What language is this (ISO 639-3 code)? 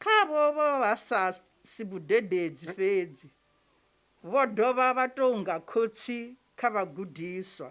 ven